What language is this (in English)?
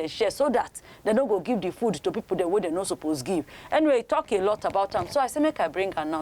Nigerian Pidgin